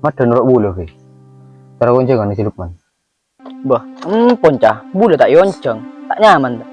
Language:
Madurese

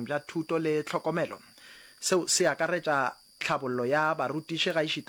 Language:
Northern Sotho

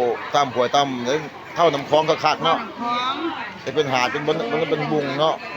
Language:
Lao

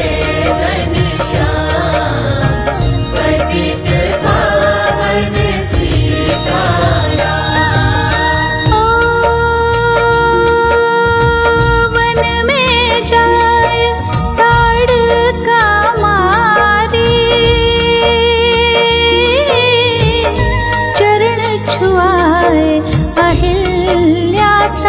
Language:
Hindi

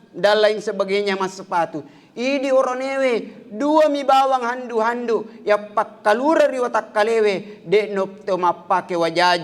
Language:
Buginese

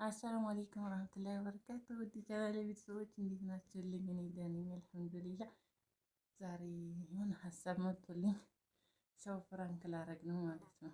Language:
Amharic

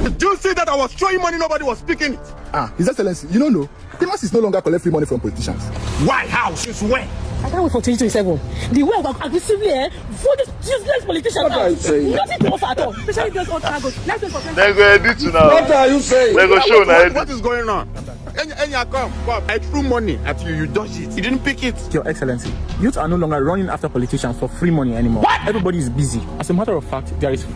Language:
Nigerian Pidgin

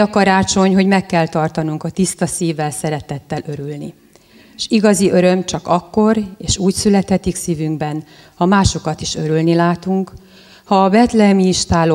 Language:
Hungarian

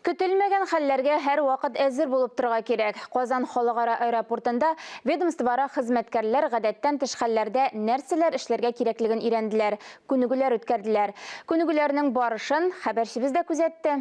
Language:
Tatar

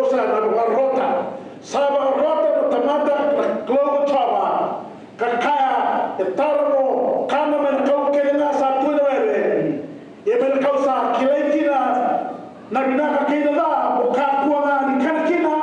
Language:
Fijian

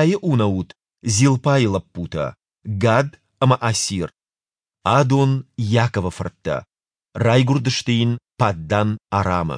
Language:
Ossetic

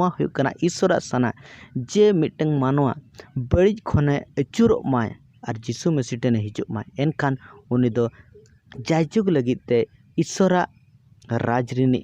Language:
Santali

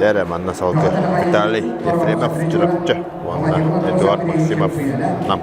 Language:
Yakut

